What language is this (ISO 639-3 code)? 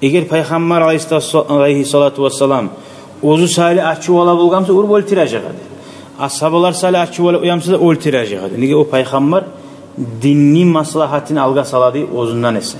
kum